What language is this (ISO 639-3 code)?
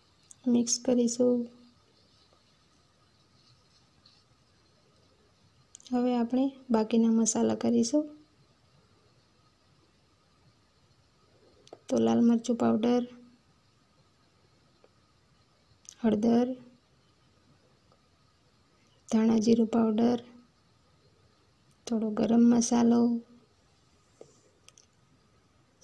guj